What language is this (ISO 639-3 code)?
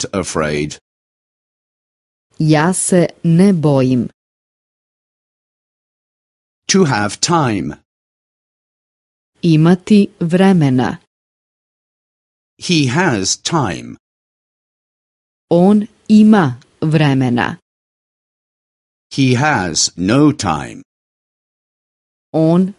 srp